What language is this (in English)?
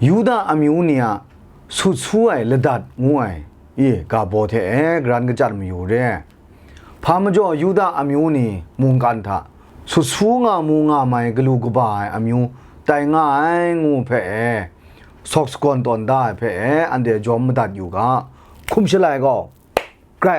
Kachin